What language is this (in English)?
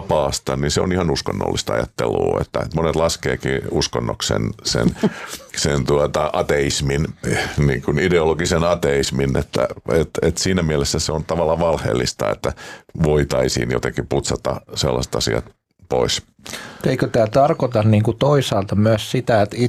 Finnish